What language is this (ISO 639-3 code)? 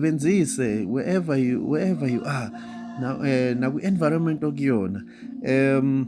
zul